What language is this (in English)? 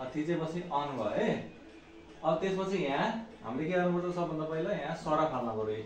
Nepali